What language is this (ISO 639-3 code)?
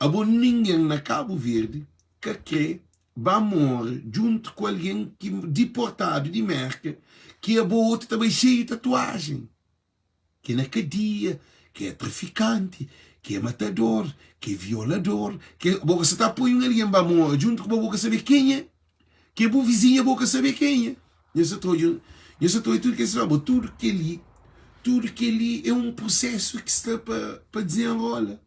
kea